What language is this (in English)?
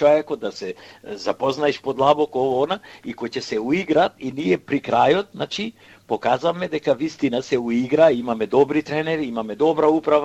Macedonian